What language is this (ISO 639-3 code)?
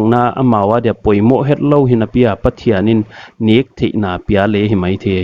pck